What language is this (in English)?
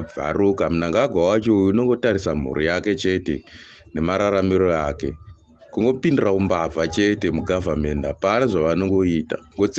Shona